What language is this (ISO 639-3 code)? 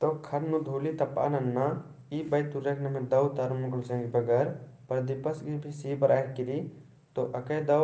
kru